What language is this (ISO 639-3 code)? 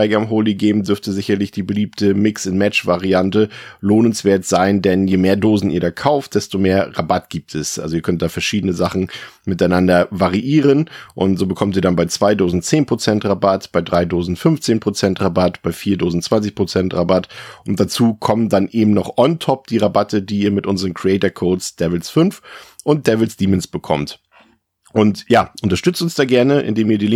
deu